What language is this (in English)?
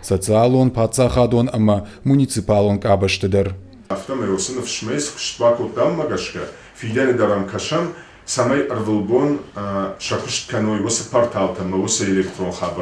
Ossetic